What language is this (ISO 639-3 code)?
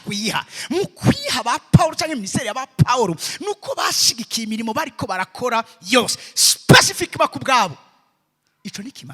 run